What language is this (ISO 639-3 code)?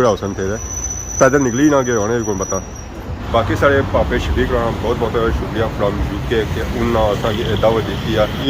phr